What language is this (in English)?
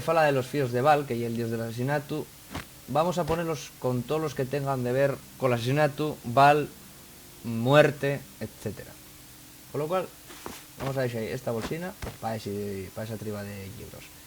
Asturian